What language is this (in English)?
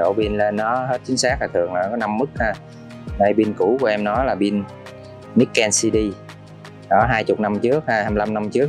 Vietnamese